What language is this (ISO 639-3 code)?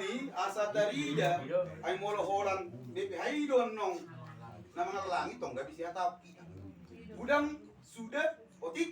bbc